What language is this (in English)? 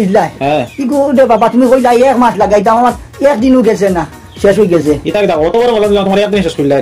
Sylheti